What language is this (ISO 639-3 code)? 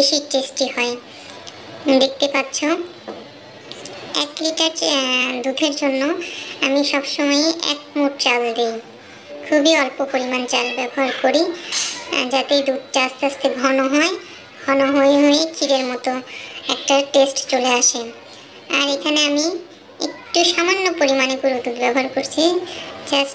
ben